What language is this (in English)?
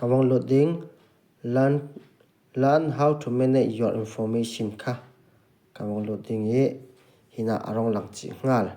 Falam Chin